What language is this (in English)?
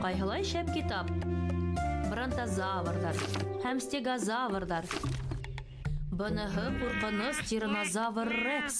Bashkir